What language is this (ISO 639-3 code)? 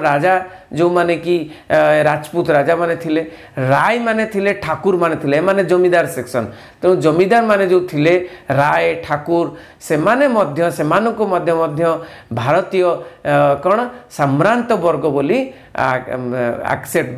ori